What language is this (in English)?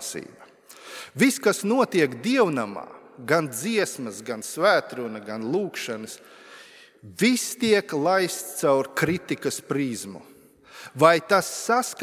Latvian